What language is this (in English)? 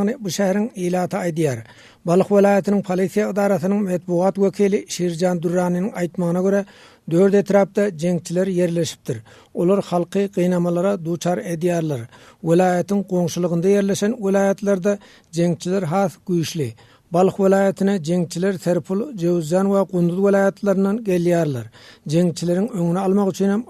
Turkmen